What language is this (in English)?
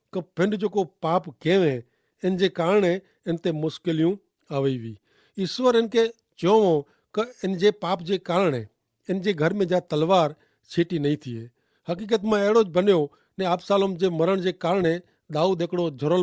Kachhi